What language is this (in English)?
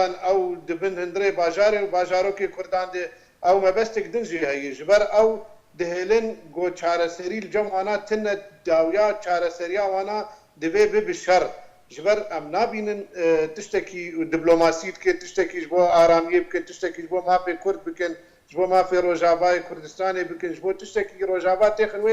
Kurdish